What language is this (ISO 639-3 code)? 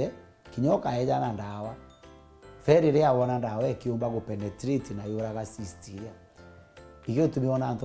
mer